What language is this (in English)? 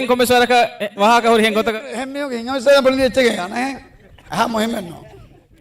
Divehi